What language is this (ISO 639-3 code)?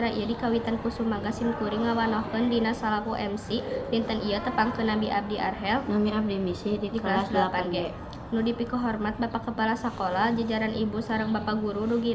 sun